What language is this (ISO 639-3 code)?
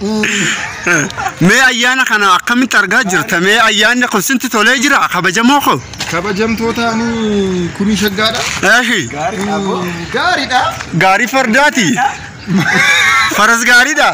orm